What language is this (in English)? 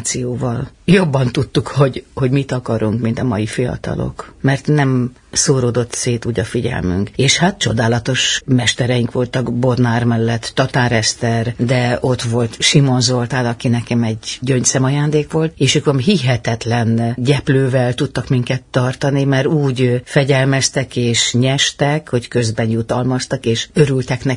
Hungarian